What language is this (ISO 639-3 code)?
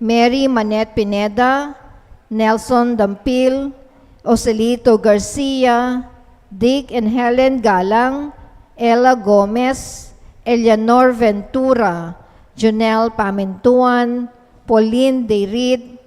pam